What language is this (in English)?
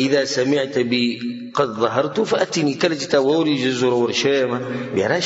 Pashto